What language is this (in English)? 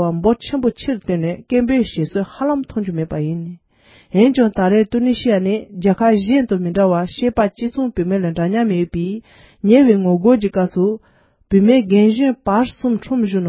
Tibetan